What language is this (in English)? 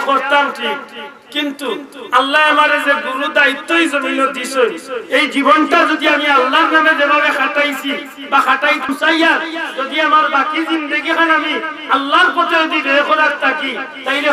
Sylheti